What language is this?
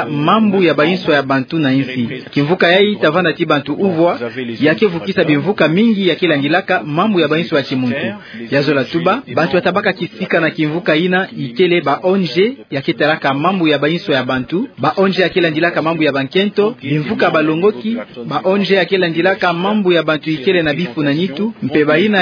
Kituba (Democratic Republic of Congo)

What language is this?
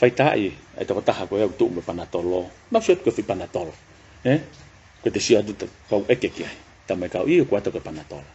Tongan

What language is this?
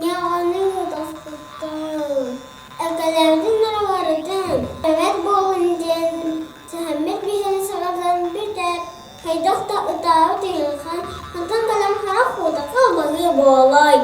Yakut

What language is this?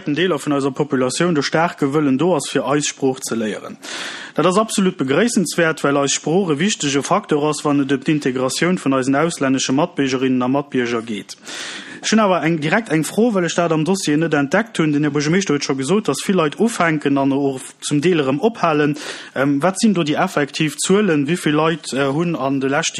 Luxembourgish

